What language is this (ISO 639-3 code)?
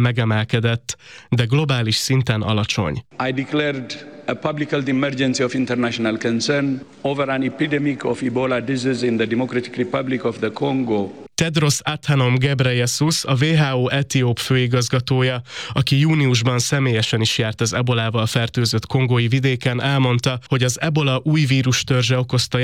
hun